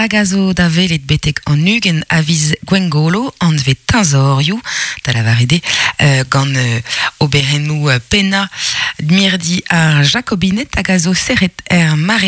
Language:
Breton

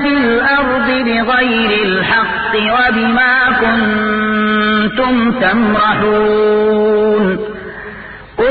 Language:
Arabic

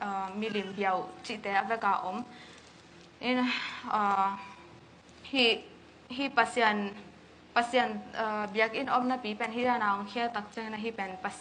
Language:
Tedim Chin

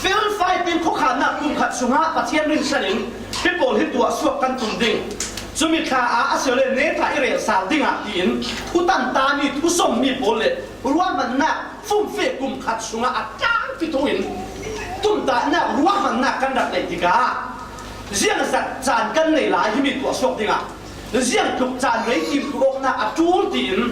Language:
Falam Chin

